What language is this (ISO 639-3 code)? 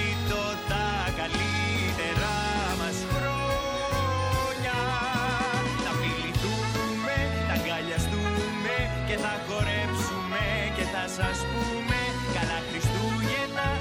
ell